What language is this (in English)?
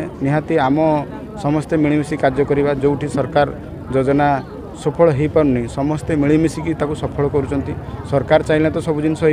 Odia